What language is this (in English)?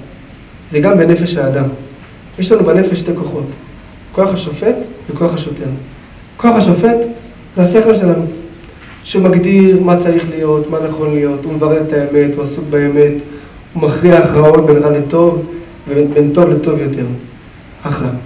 Hebrew